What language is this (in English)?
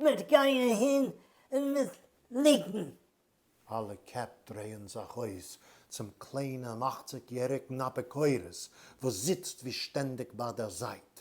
Yiddish